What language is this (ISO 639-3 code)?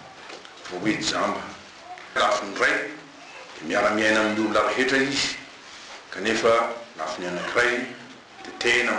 mlg